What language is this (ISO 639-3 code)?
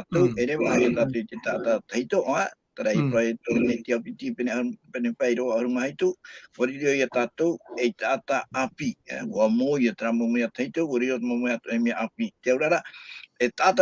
tah